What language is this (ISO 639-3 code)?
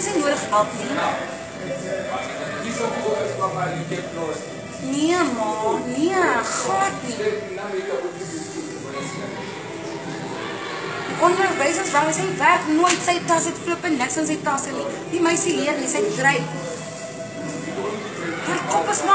afr